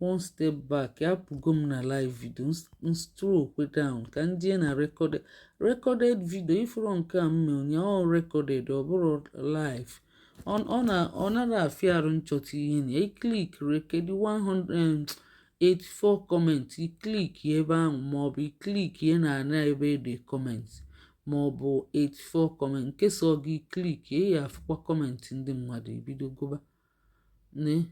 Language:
Igbo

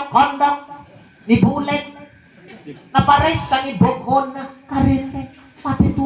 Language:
Makasar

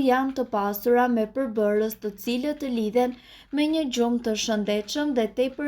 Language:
Albanian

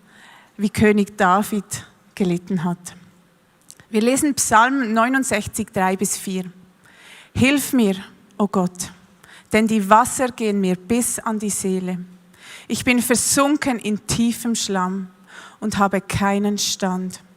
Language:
Swiss German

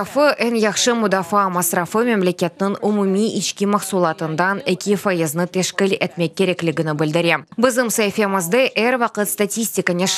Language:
Crimean Tatar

